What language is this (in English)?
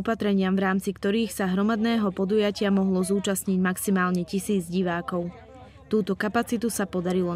Slovak